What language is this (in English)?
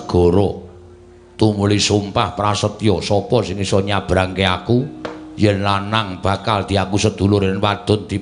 Javanese